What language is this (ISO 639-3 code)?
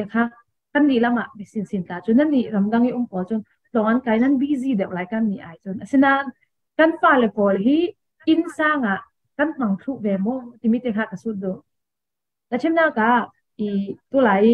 cfm